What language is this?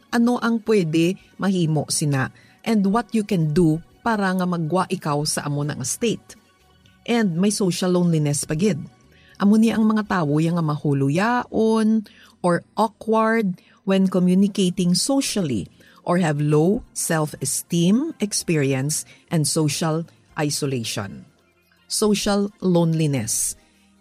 Hiligaynon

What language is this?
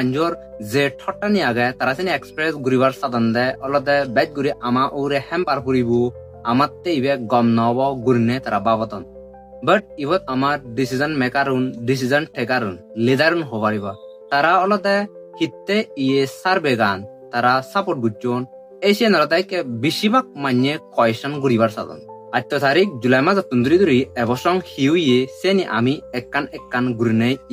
Chakma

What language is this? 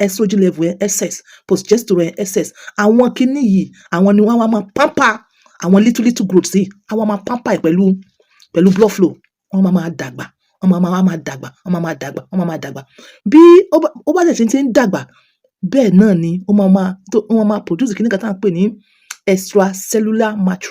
Yoruba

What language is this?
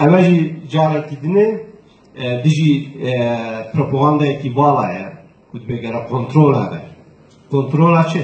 Kurdish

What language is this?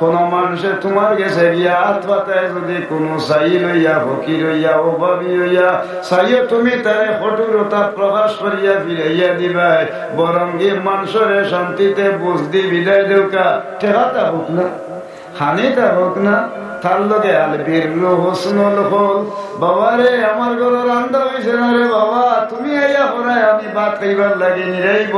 Sylheti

